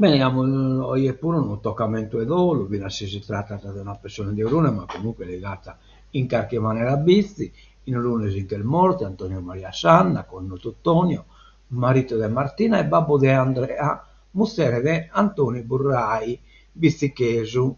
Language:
Sardinian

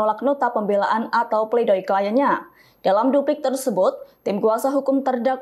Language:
Indonesian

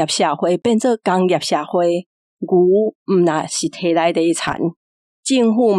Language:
Min Nan Chinese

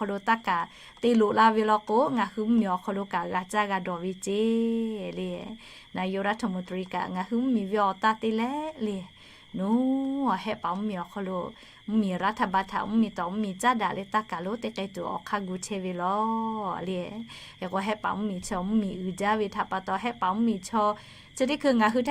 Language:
Lahu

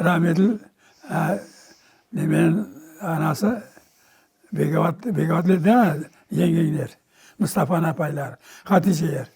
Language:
Crimean Tatar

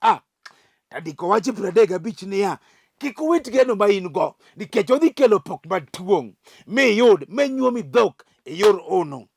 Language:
Luo (Kenya and Tanzania)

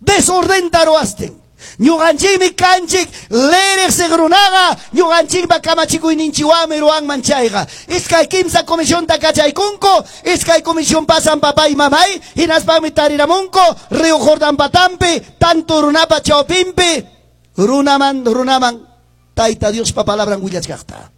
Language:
Ayacucho Quechua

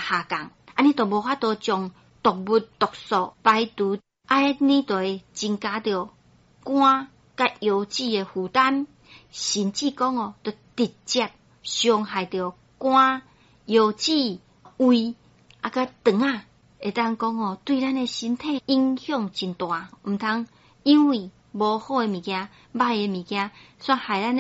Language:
Min Nan Chinese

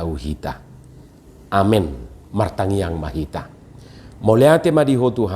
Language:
Batak Toba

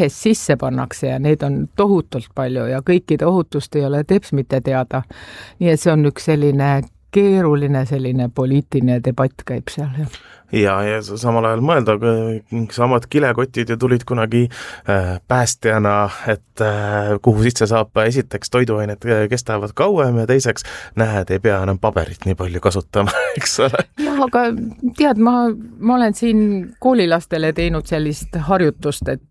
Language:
Estonian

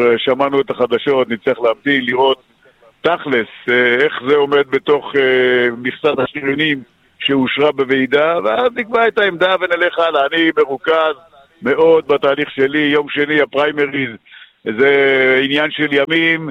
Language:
Hebrew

